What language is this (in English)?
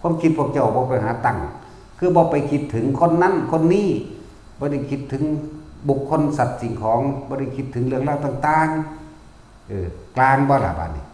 Northeastern Thai